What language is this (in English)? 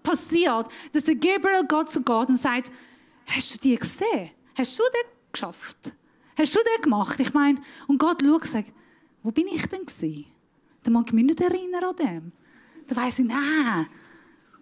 Swiss German